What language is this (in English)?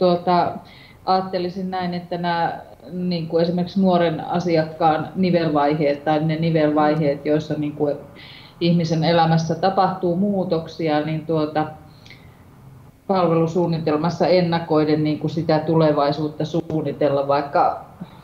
Finnish